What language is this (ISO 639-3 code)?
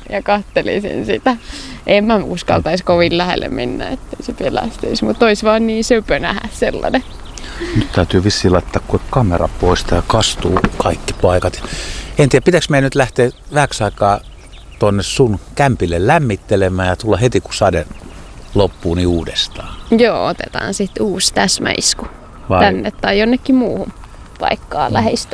fin